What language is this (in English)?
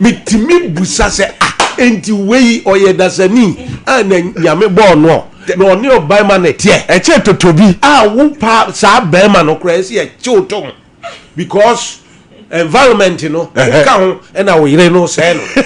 Akan